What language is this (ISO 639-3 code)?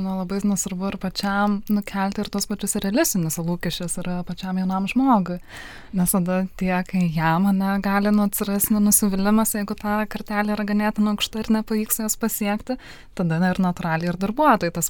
lit